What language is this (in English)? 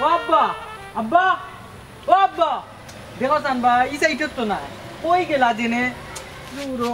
Sylheti